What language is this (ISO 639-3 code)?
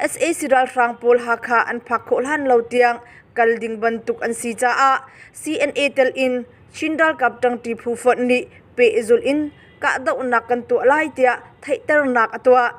cnh